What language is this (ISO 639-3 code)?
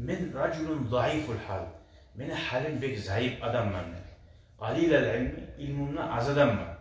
kum